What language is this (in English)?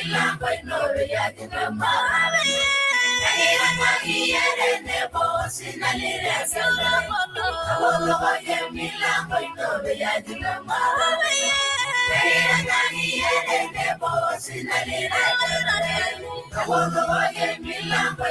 Masai